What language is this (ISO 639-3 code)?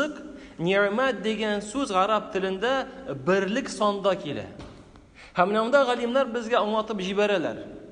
tat